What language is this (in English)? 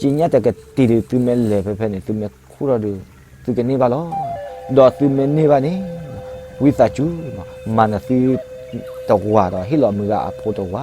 S'gaw Karen